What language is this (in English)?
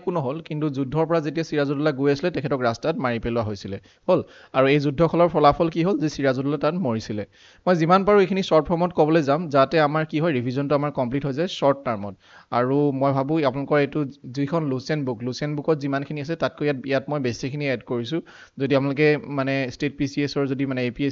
Assamese